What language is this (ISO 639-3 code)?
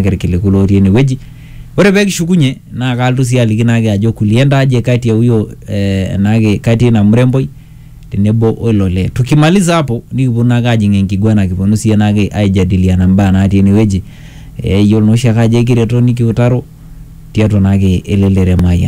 swa